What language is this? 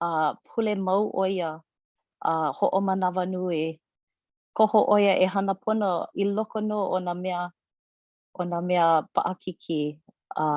Hawaiian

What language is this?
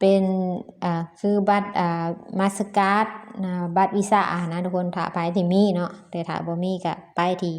Lao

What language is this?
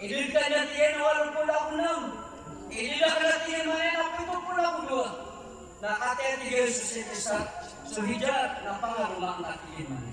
Maranao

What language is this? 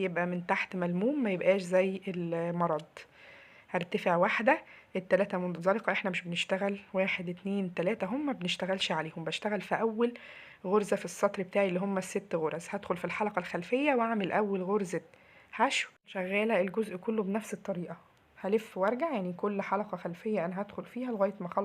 Egyptian Arabic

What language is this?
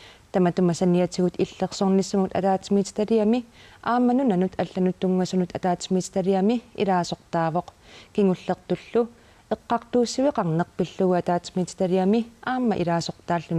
Kalaallisut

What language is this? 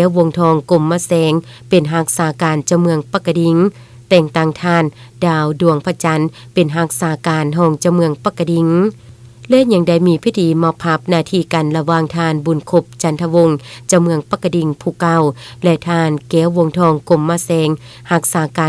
Lao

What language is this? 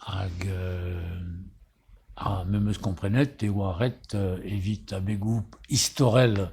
Breton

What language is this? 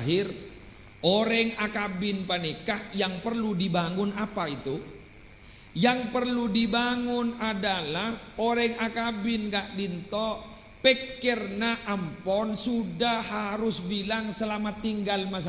Madurese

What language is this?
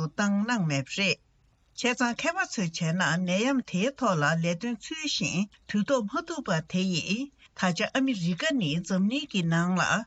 Tibetan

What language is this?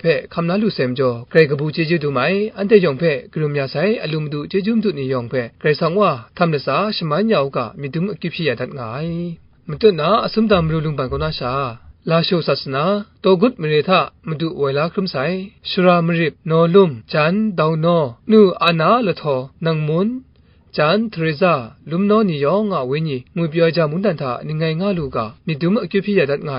Kachin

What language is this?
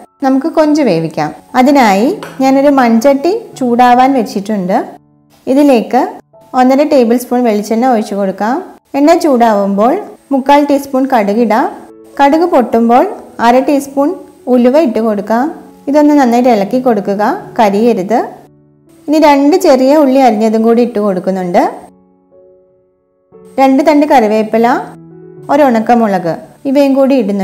Malayalam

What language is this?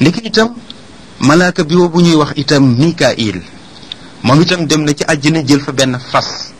Wolof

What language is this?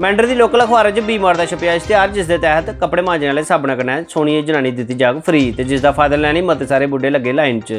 Dogri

